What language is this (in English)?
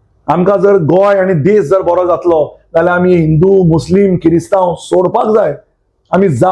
Konkani